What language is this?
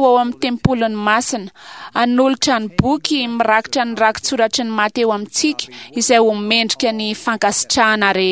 Malagasy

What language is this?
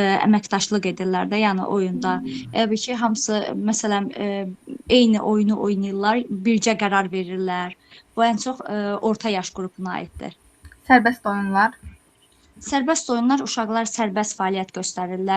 Azerbaijani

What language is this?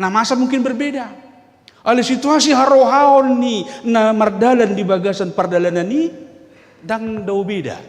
Batak Toba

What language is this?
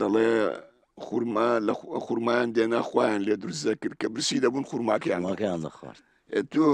Central Kurdish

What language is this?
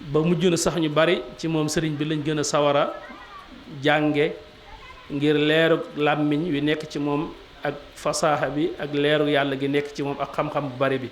Wolof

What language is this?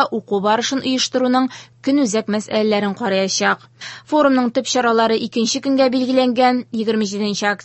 Tatar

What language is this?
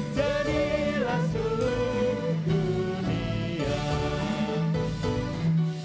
Indonesian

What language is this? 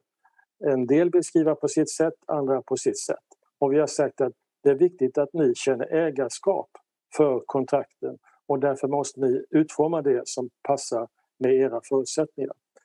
Swedish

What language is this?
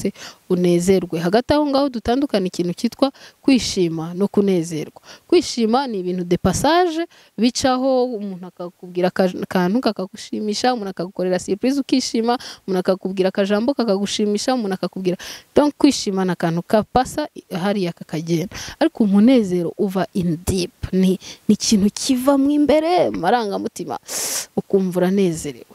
Kinyarwanda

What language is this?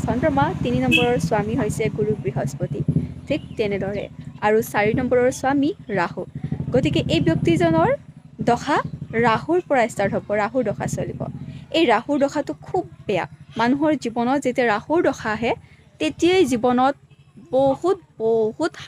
Assamese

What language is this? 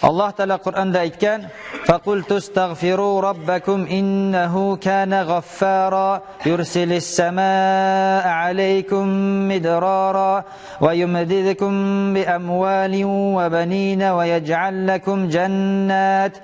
Tatar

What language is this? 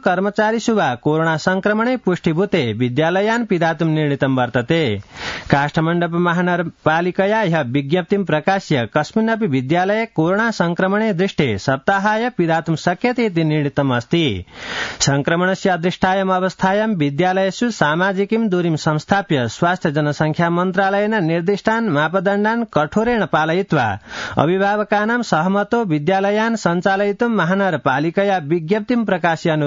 Sanskrit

